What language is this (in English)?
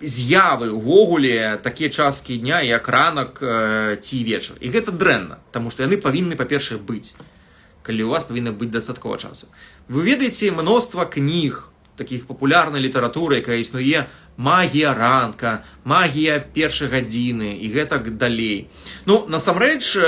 Belarusian